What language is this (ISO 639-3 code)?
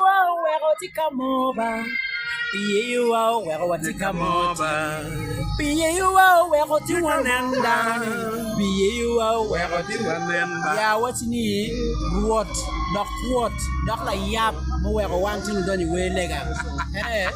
ach